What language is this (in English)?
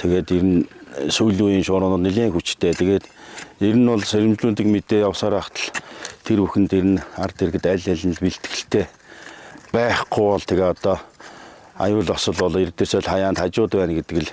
Mongolian